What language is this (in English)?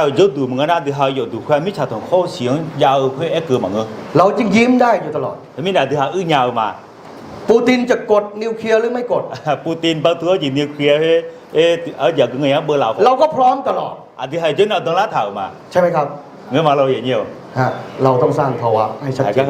Akha